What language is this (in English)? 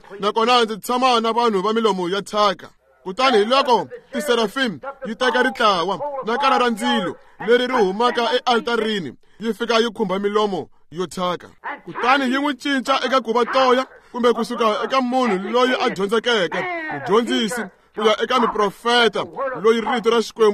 Tsonga